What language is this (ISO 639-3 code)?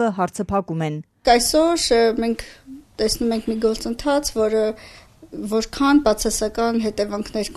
hye